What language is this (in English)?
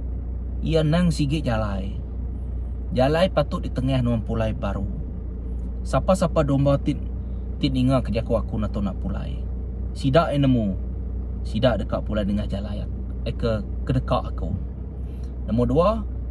Iban